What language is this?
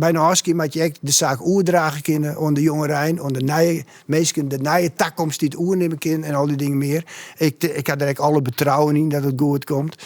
Western Frisian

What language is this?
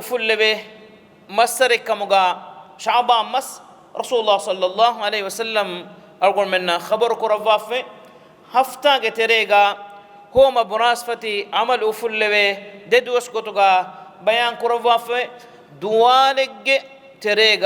Divehi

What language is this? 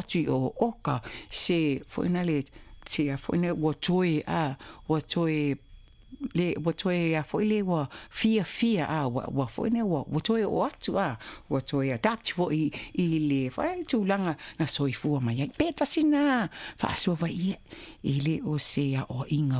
Samoan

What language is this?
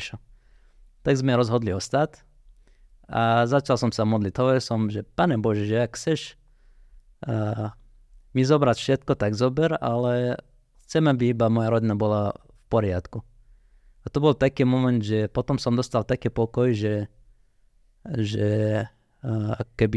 Slovak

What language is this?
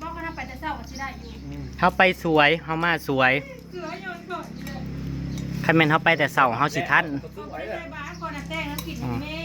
Northeastern Thai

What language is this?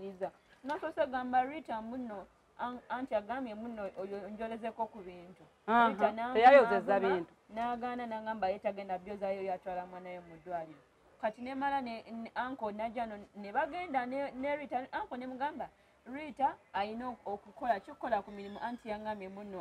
Ganda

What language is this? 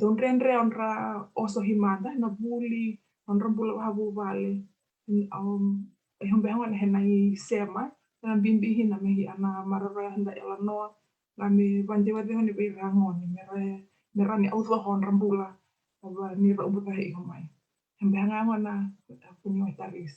Fijian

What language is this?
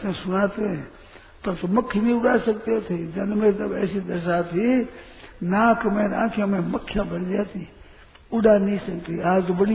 Hindi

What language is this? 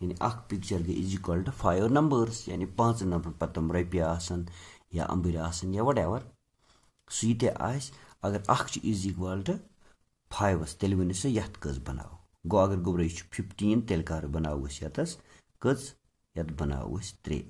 Kashmiri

